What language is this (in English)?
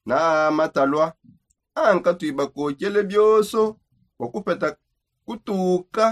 Songe